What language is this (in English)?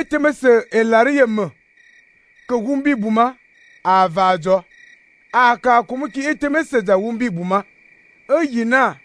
Fang